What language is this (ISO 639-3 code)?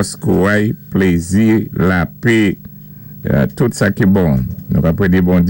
acf